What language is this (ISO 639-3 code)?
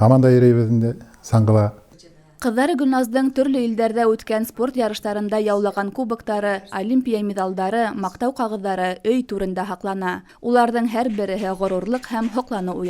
bak